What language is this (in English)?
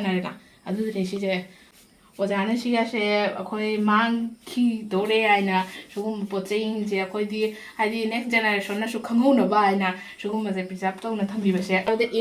Manipuri